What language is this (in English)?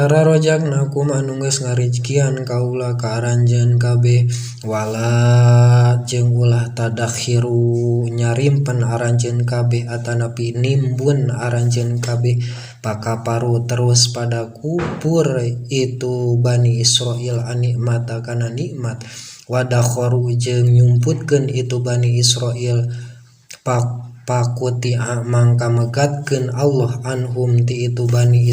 Sundanese